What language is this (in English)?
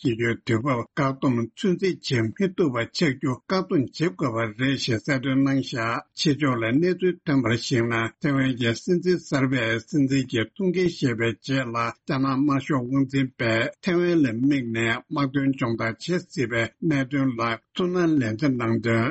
Tibetan